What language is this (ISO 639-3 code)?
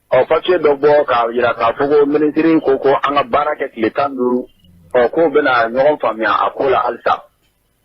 bam